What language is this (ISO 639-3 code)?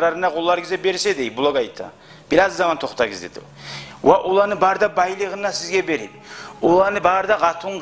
kum